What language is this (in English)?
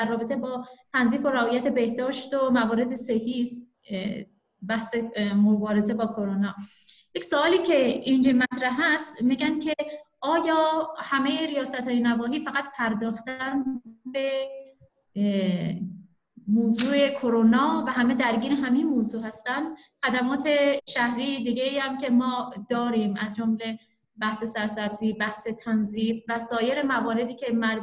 Persian